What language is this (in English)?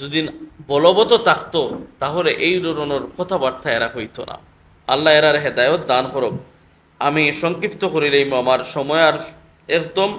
Sylheti